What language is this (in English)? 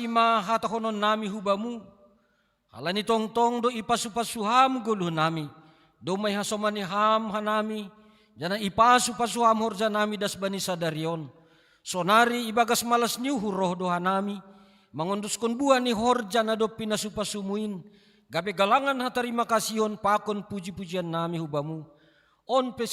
Batak Simalungun